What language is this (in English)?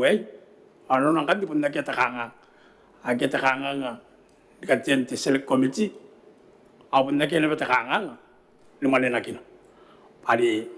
Gilbertese